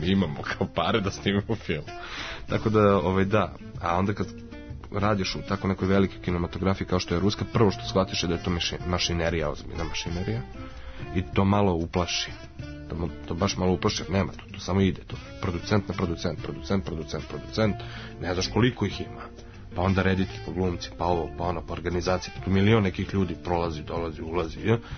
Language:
Serbian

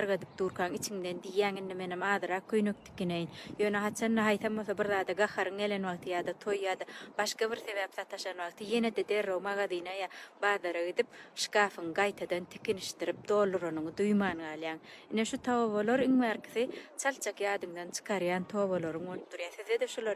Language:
Turkmen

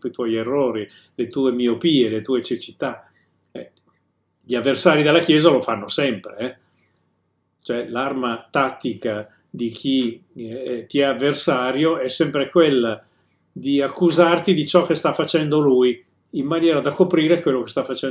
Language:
Italian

